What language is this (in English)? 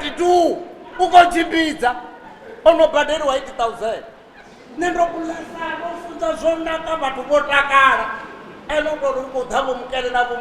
Venda